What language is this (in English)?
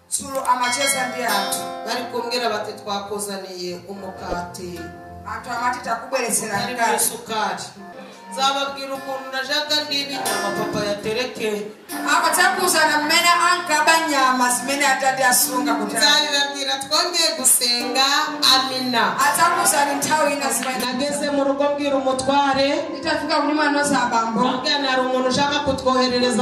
Kinyarwanda